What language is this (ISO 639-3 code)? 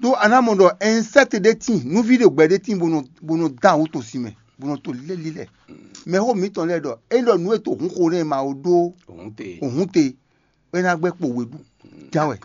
fon